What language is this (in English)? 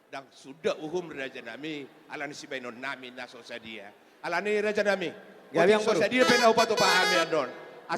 Batak Toba